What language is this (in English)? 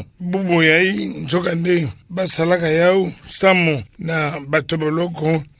Kituba (Democratic Republic of Congo)